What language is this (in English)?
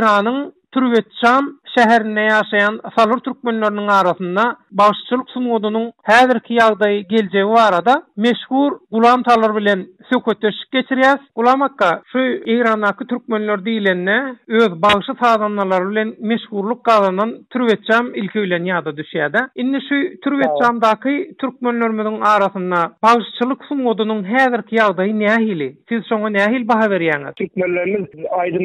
Turkmen